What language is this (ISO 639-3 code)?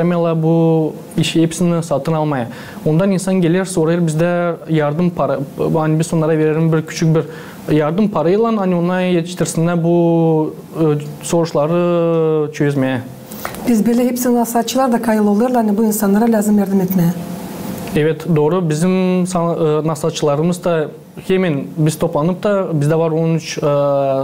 gag